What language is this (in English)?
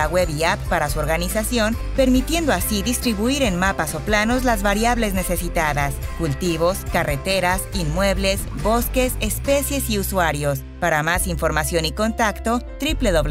Spanish